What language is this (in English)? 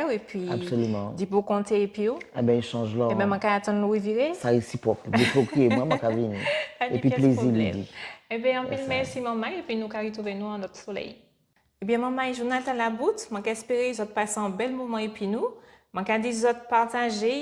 Guadeloupean Creole French